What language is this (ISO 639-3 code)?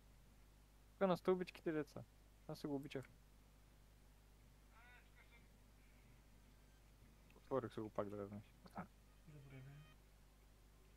bul